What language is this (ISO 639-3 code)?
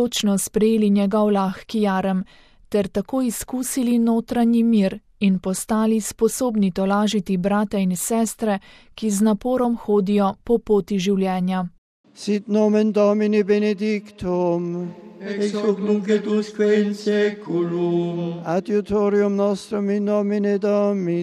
slv